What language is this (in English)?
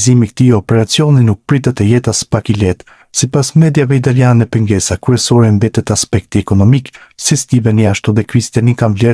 Albanian